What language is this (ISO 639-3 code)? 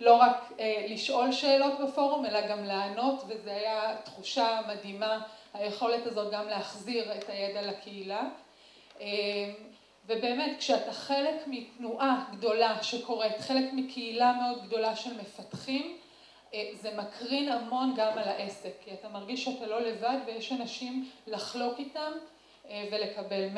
heb